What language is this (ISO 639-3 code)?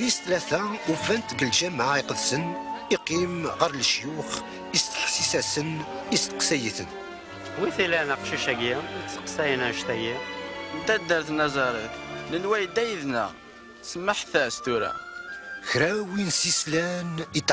kab